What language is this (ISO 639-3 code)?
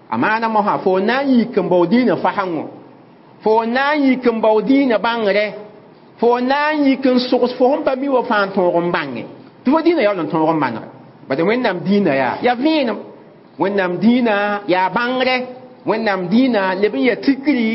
mos